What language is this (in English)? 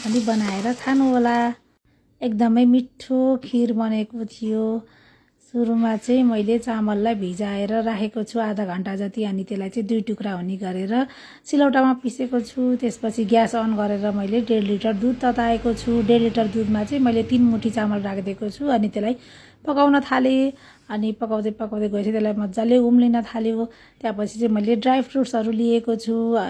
Nepali